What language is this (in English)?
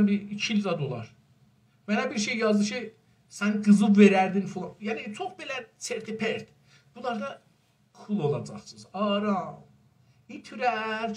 South Azerbaijani